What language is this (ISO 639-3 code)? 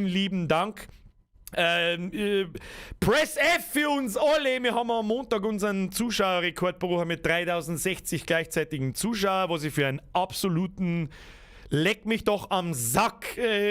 bar